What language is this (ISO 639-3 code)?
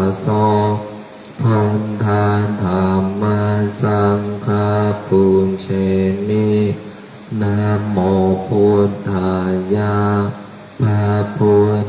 pli